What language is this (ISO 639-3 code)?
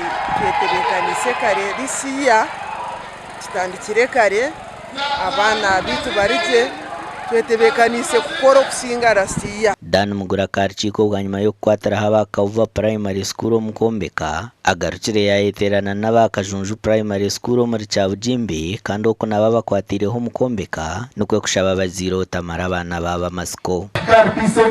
nyn